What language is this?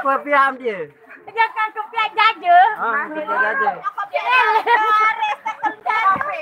Sasak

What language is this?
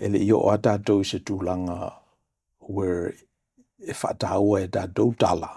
Samoan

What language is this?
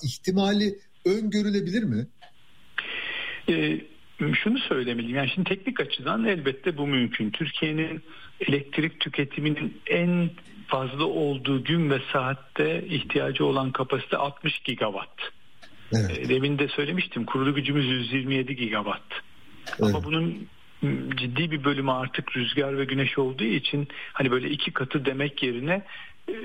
Turkish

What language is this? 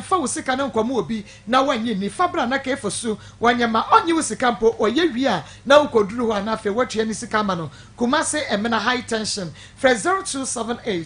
Akan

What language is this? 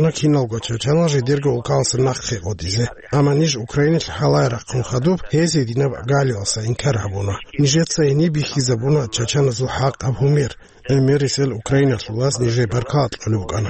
Avaric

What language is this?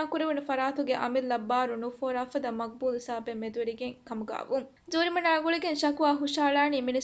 Divehi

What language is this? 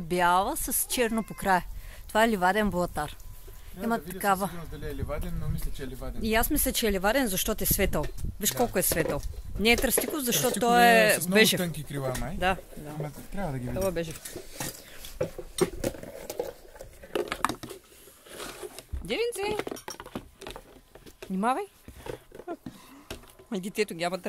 Bulgarian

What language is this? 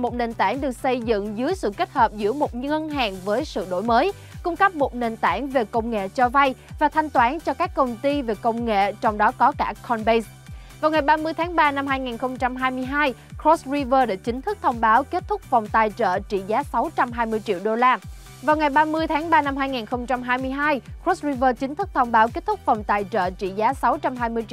Vietnamese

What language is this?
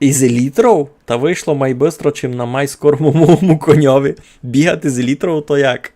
Rusyn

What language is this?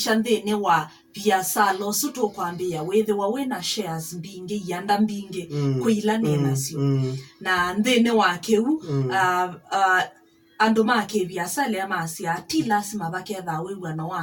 Kamba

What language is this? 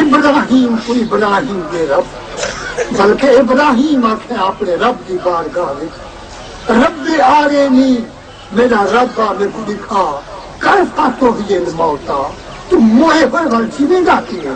Saraiki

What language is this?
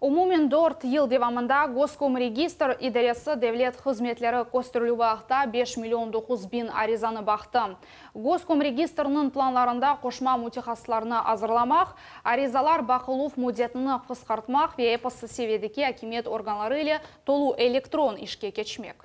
Crimean Tatar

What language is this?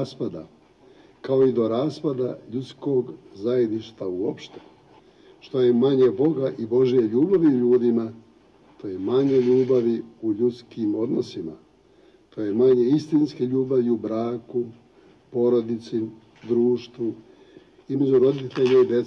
Croatian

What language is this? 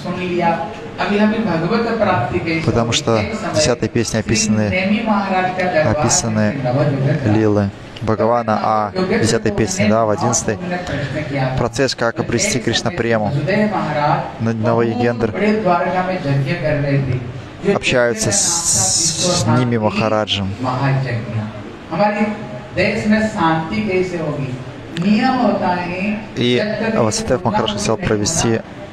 Russian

